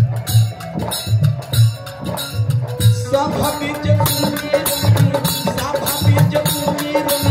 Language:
Bhojpuri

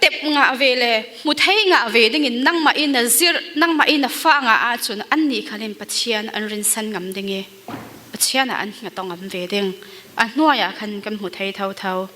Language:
Falam Chin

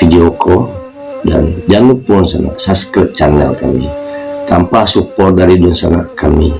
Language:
Minangkabau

